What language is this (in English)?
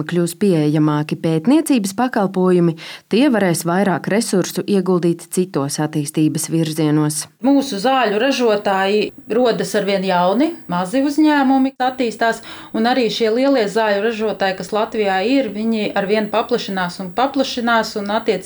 Latvian